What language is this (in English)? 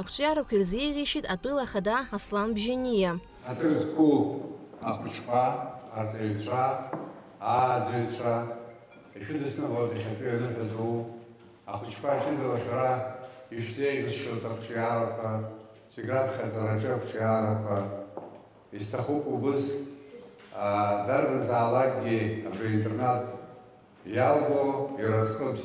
Abkhazian